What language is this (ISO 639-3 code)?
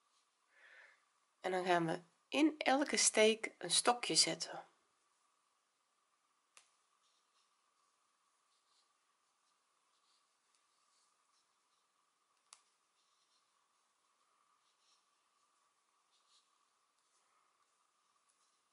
nld